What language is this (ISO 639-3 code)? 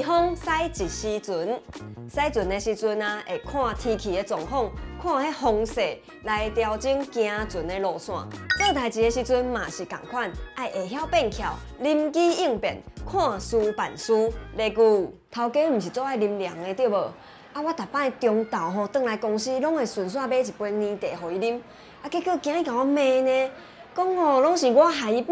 nan